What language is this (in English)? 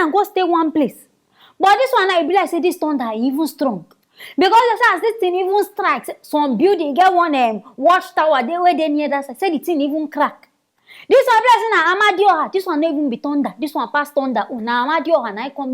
Nigerian Pidgin